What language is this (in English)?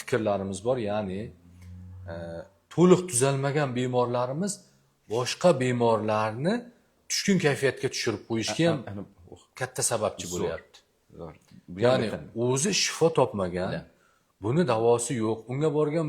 Uzbek